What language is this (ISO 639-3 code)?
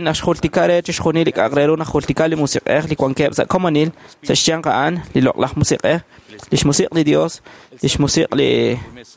kek